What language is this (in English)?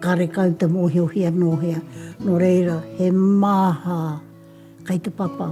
Māori